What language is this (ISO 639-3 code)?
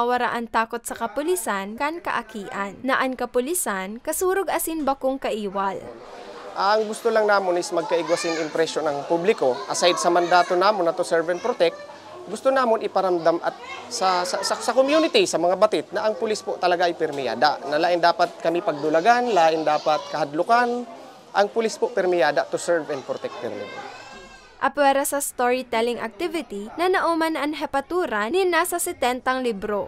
bik